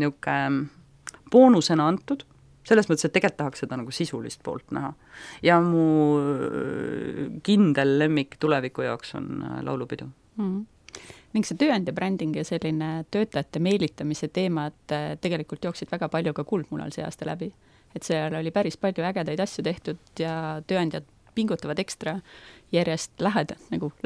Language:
Estonian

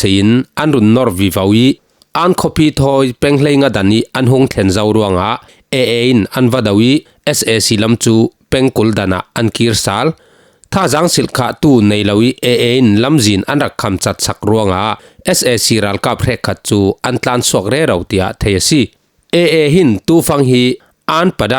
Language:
Falam Chin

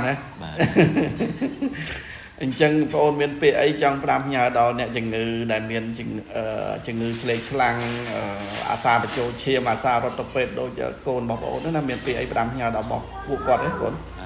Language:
Khmer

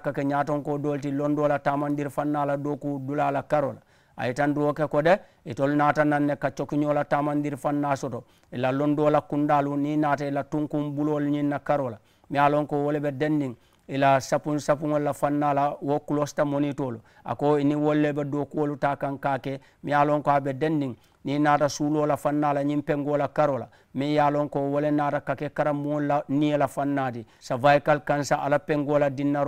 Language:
Mandingo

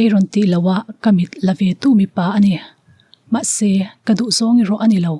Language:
Mizo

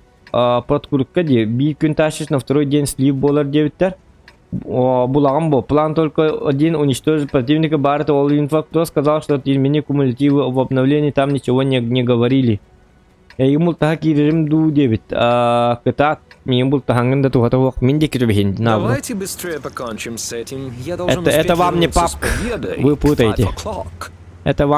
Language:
Yakut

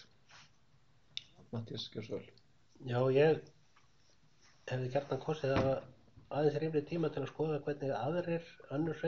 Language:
Icelandic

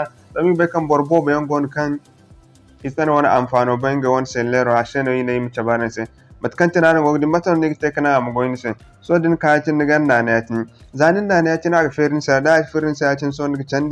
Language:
Zarma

